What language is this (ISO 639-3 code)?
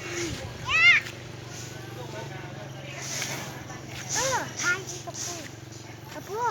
lao